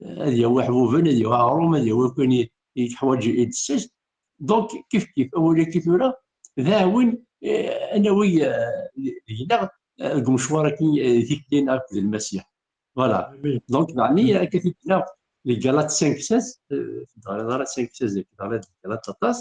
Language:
Kabyle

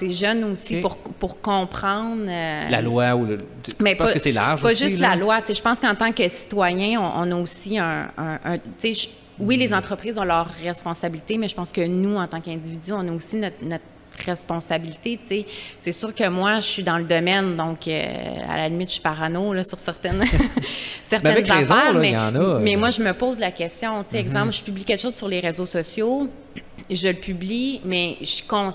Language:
French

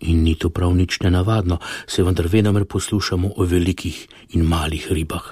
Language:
Slovenian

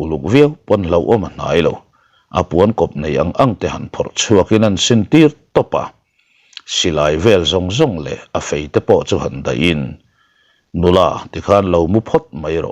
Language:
Mizo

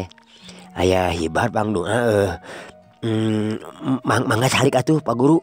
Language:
Sundanese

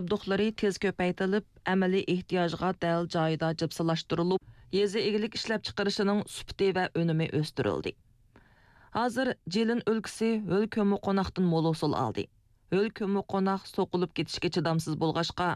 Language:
Uyghur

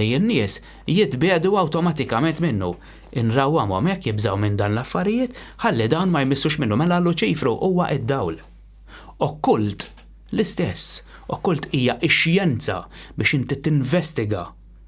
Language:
Maltese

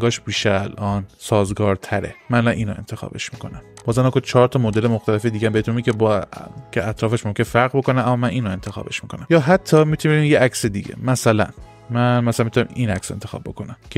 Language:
Persian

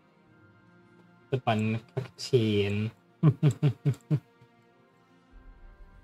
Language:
German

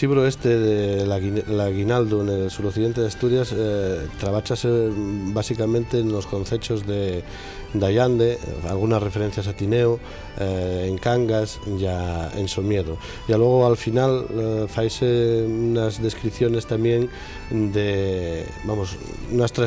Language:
Asturian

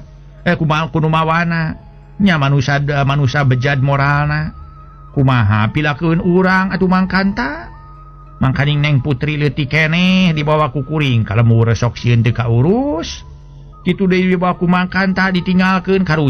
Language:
Sundanese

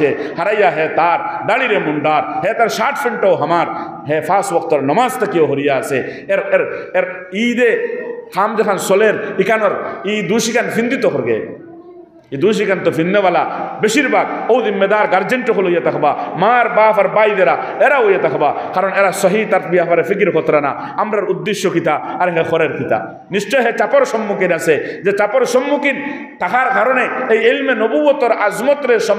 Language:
Sylheti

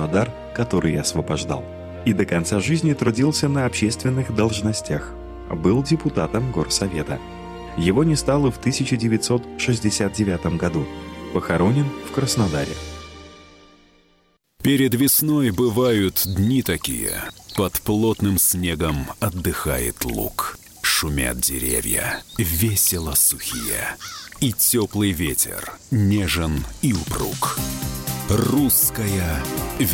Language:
Russian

